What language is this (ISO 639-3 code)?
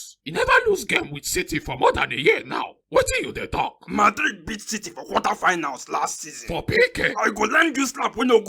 pcm